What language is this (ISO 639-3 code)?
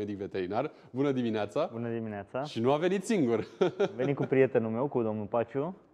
ron